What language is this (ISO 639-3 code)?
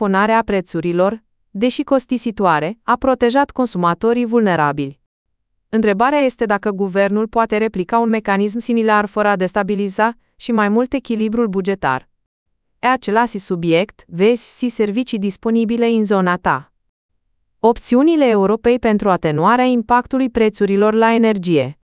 ron